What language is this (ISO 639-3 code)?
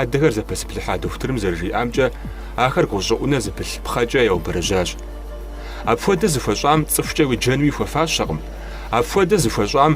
kbd